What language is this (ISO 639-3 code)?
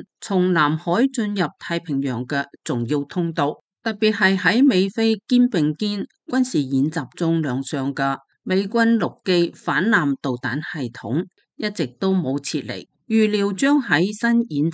yue